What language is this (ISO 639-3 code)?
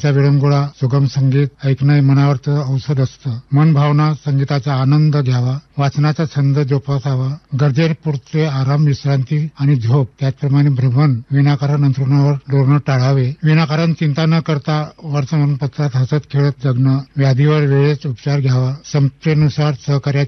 mar